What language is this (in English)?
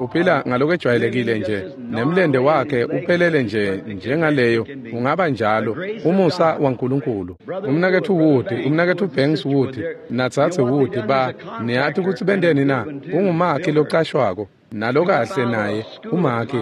Swati